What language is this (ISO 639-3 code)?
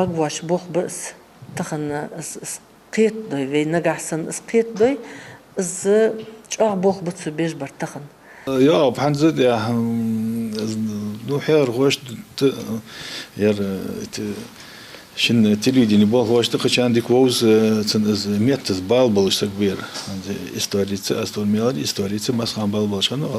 inh